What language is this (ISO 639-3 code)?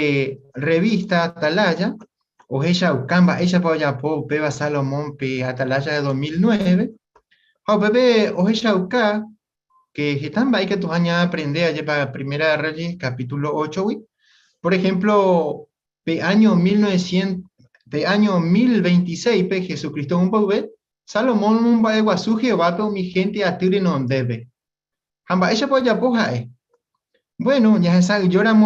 grn